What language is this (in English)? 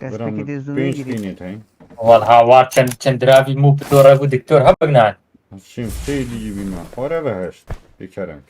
Kurdish